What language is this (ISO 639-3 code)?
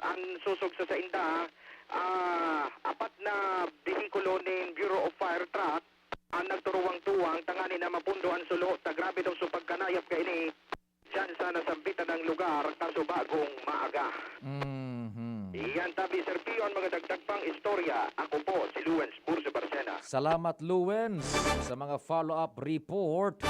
bik